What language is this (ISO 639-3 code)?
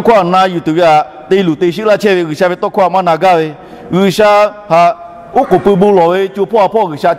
lhu